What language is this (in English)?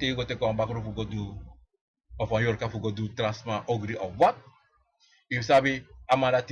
Sranan Tongo